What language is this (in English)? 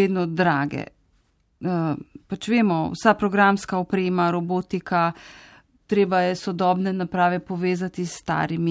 Slovenian